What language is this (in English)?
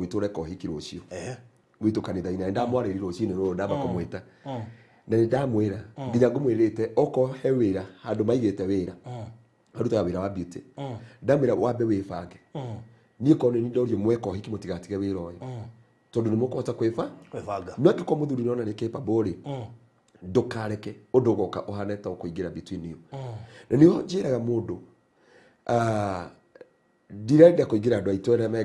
Kikuyu